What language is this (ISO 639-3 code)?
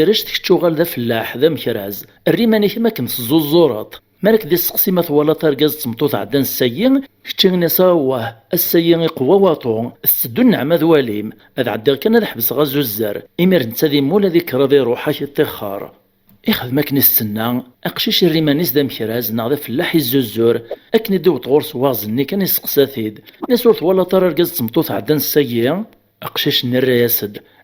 kab